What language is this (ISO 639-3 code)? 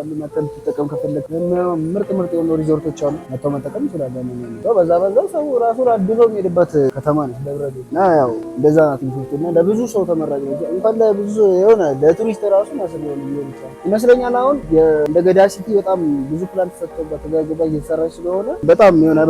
amh